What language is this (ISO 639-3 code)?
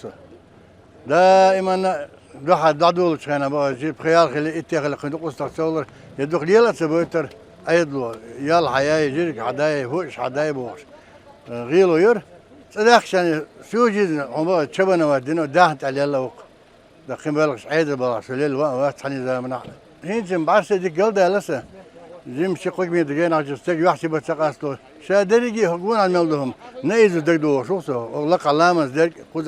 che